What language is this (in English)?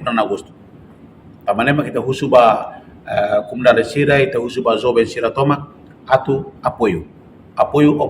Tetum